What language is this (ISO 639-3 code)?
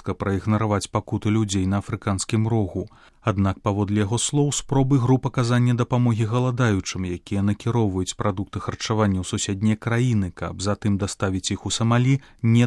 bel